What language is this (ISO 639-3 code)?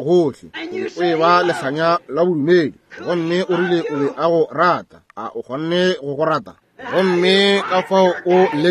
nso